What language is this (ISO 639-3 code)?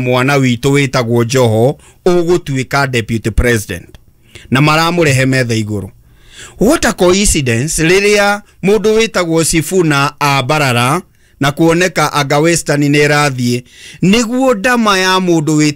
kik